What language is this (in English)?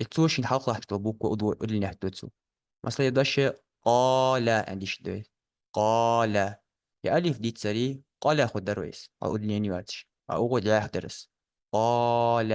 Ingush